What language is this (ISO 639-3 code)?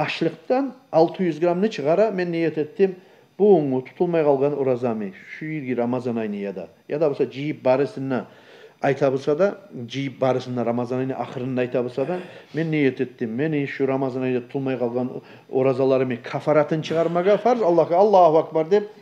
kum